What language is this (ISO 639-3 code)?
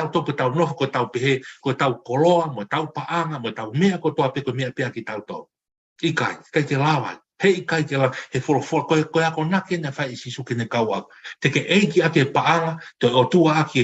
ton